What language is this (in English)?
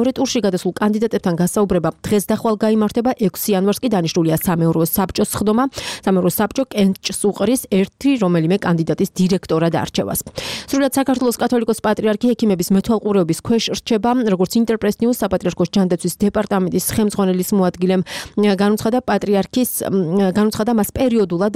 Georgian